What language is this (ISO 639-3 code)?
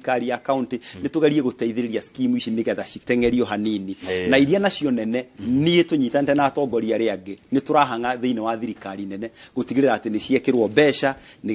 kik